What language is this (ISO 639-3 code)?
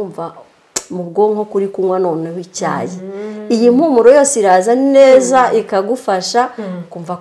kin